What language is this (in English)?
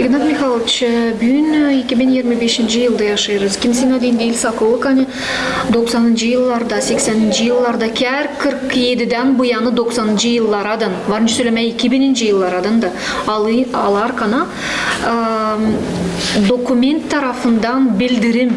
Gagauz